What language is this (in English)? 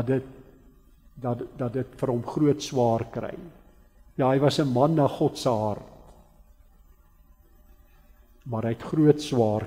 Afrikaans